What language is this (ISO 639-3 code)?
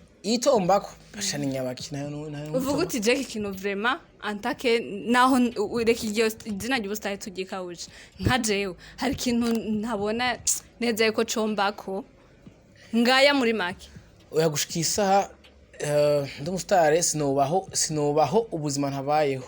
run